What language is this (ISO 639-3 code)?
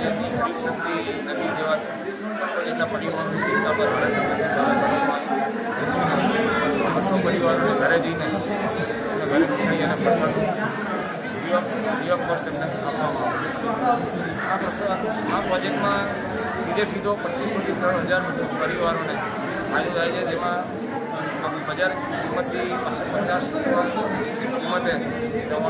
guj